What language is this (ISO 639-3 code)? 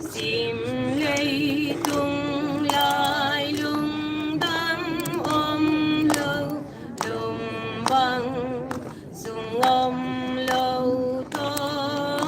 pck